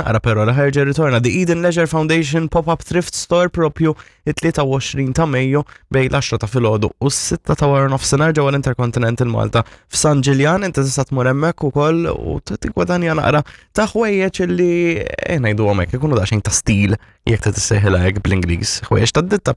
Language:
Maltese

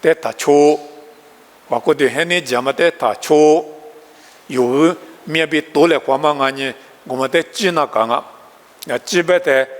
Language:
Lisu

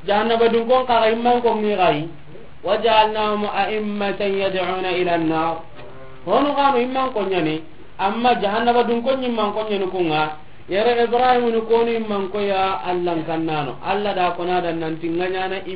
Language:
Soninke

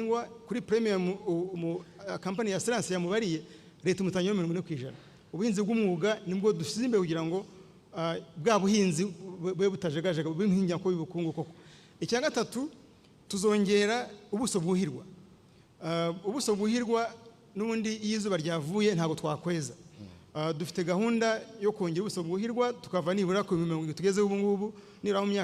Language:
Kinyarwanda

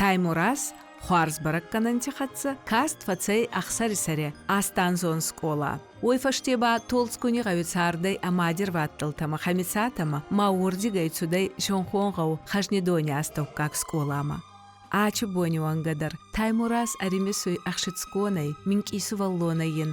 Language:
Ossetic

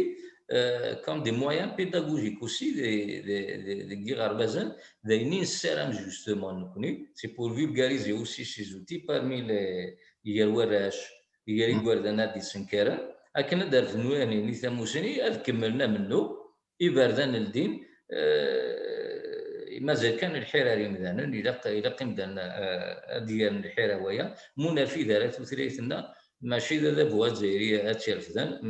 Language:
Kabyle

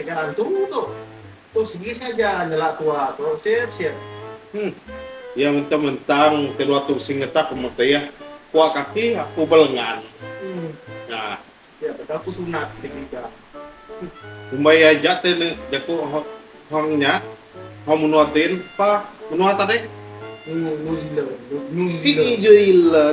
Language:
Iban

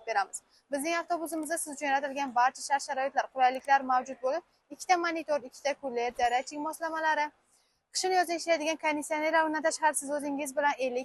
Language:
Uzbek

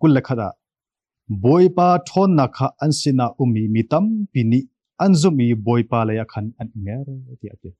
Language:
Hakha Chin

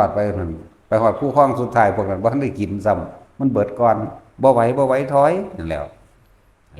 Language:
Northeastern Thai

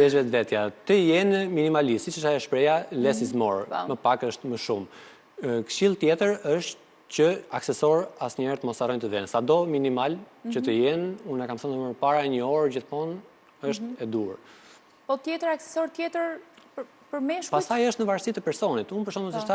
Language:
Albanian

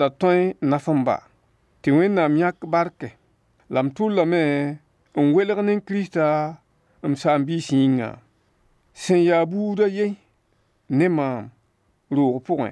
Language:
Mossi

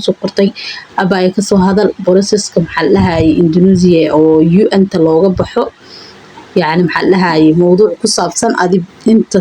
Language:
Somali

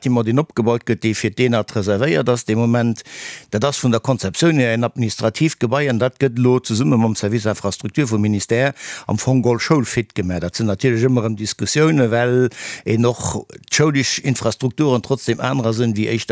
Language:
Luxembourgish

